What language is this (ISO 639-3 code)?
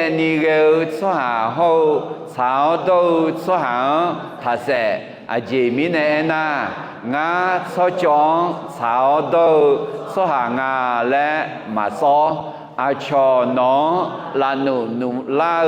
ahk